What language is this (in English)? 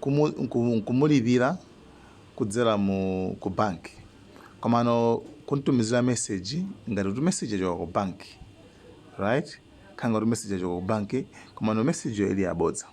Nyanja